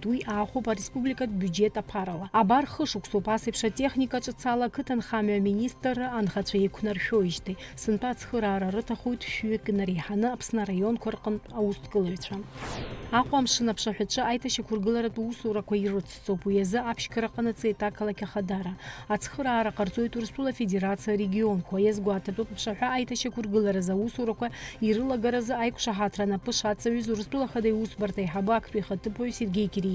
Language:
Abkhazian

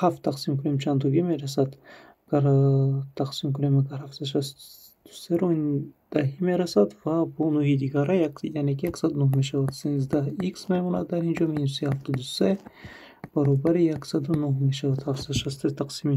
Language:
Tajik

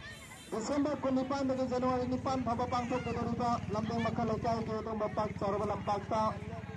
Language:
Manipuri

